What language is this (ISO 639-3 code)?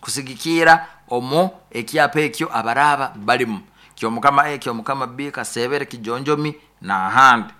nyo